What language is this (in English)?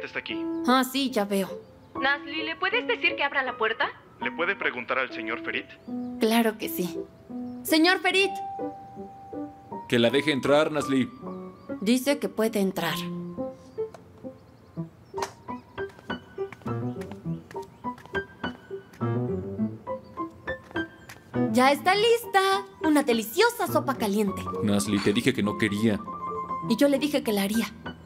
Spanish